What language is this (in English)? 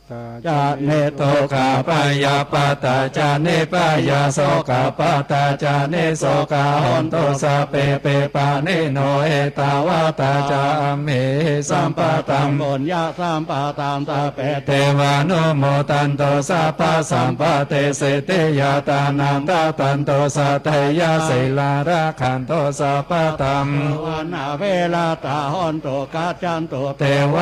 Pali